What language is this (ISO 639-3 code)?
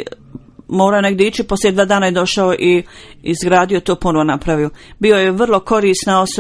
bos